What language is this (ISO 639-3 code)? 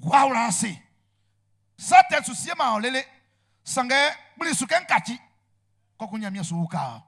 bci